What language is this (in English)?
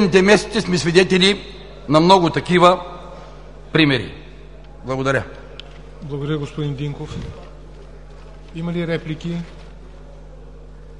Bulgarian